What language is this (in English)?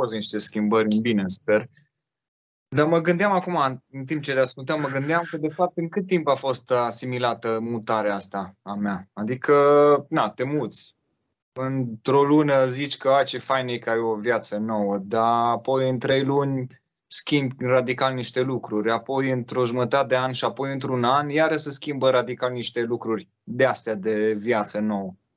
Romanian